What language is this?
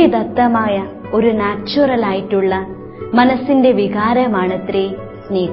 Malayalam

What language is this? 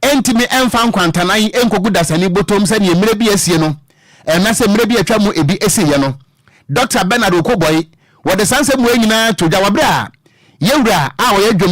Akan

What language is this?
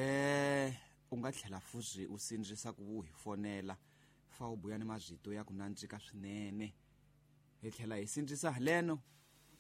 Tsonga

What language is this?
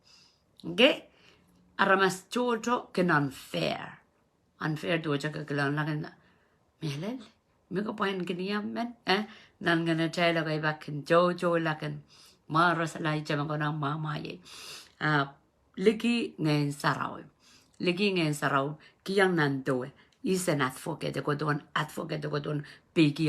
Pohnpeian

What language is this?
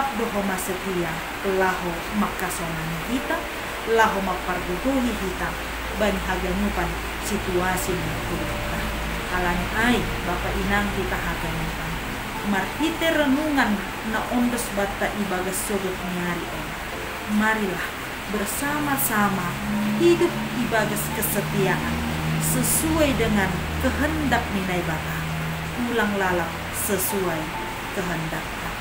Batak Simalungun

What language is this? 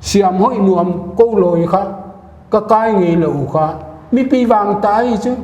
Paite Chin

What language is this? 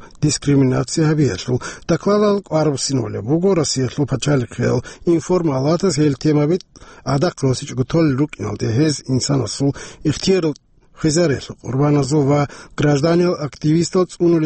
Avaric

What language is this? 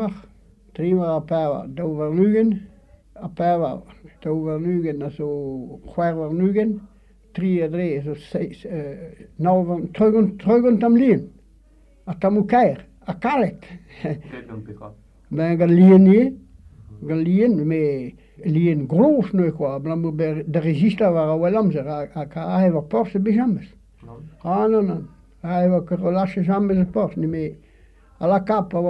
Breton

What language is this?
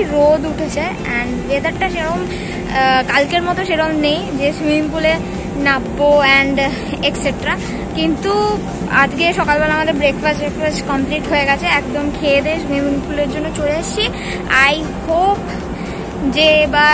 Bangla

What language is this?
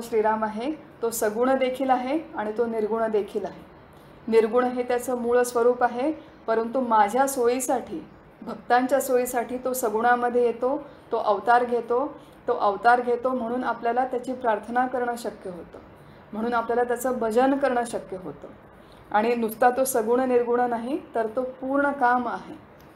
Marathi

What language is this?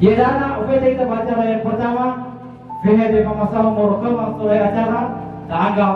Nias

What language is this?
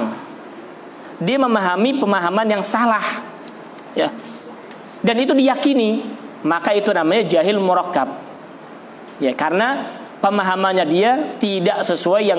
Indonesian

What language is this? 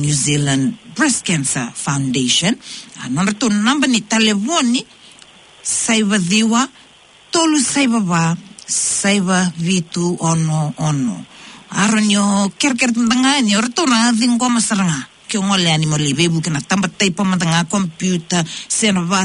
Fijian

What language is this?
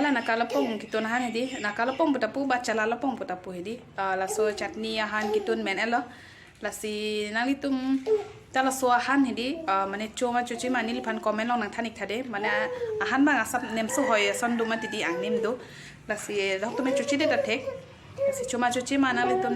Karbi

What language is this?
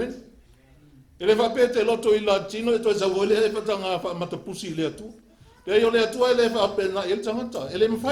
Samoan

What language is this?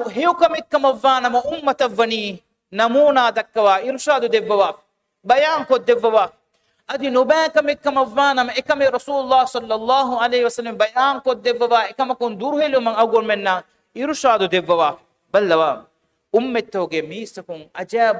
Divehi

